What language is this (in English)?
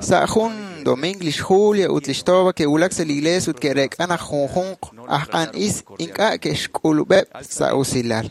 Kekchí